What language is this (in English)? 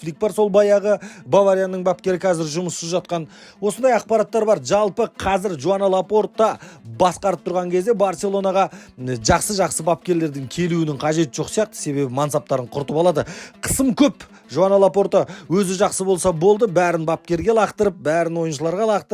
Kazakh